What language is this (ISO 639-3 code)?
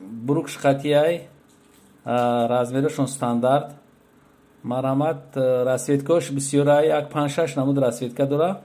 tgk